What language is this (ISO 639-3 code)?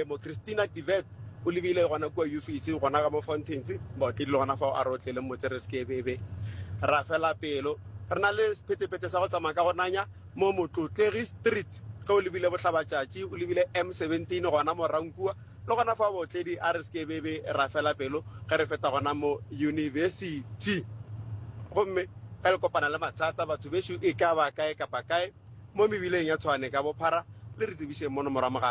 nso